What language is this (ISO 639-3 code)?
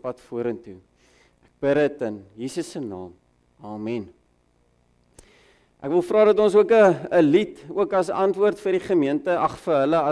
afr